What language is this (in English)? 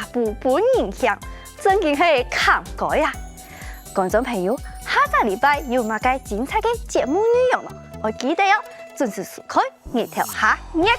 Hakka Chinese